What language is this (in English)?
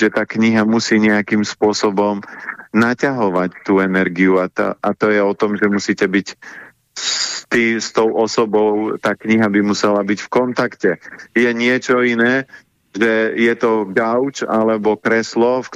Slovak